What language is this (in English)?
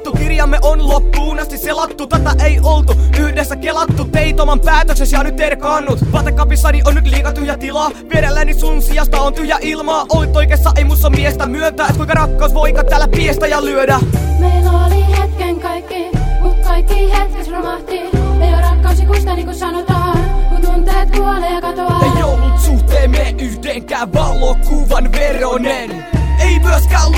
Finnish